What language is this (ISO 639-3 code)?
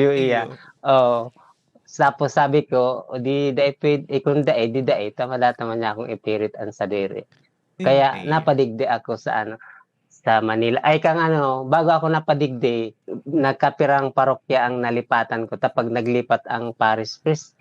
bik